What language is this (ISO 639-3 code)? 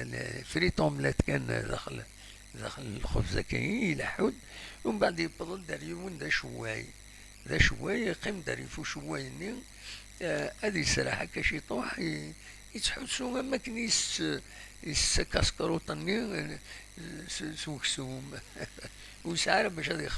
kab